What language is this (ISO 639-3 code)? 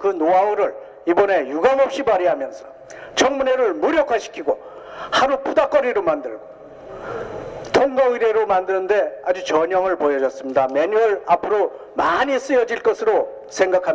kor